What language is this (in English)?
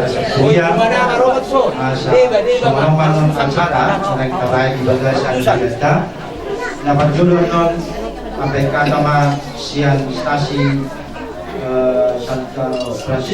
Batak Toba